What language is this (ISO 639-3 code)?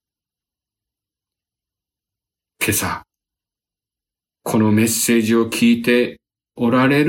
jpn